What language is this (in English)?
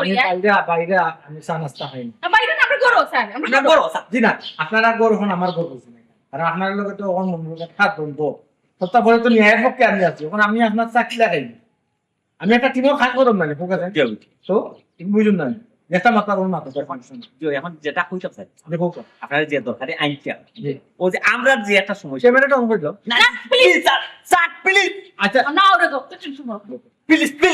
Sylheti